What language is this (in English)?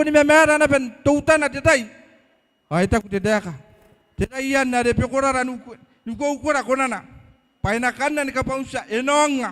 Gilbertese